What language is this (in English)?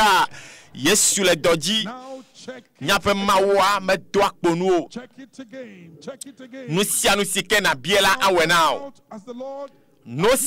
Ewe